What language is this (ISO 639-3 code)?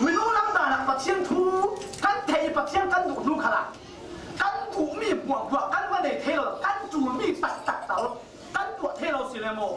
cfm